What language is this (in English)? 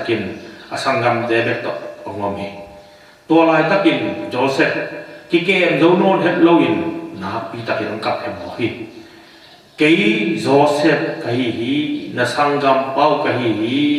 Tedim Chin